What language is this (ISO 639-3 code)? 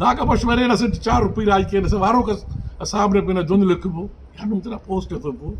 brh